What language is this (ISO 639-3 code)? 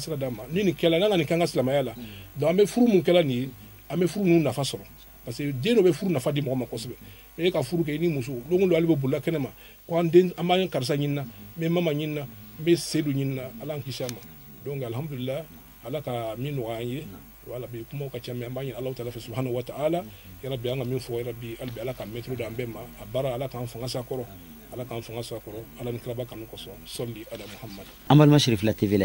bam